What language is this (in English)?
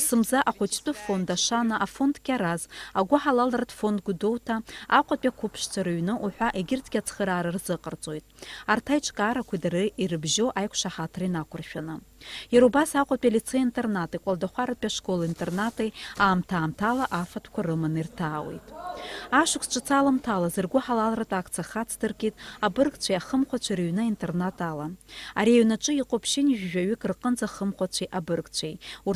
Abkhazian